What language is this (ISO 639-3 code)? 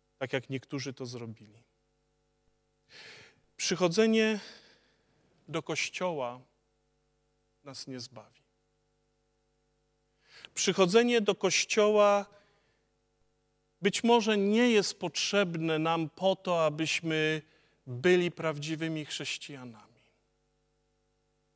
pol